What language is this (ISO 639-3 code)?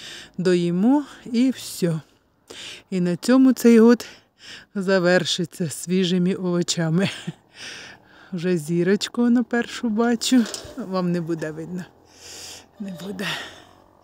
ukr